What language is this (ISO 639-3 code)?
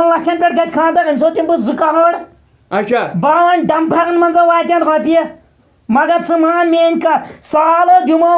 kas